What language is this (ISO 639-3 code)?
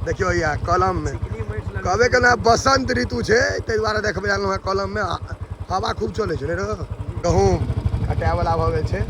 mai